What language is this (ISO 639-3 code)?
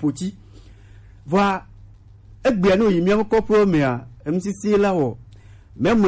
gej